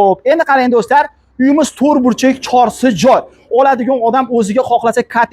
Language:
Uzbek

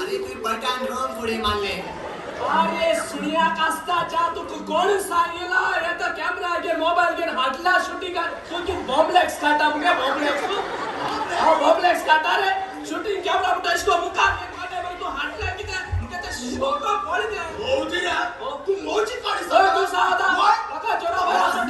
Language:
Konkani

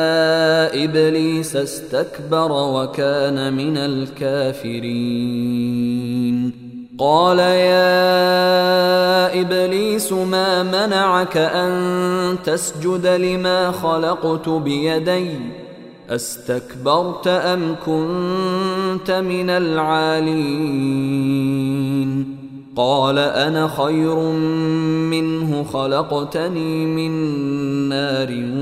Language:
Arabic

